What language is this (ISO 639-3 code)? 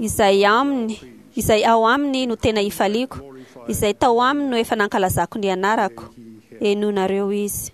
mlg